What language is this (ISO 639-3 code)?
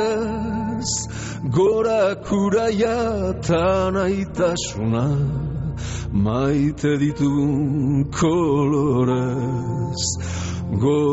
eus